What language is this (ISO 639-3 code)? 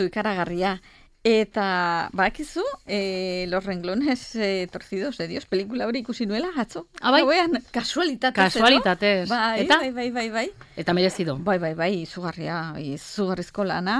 eus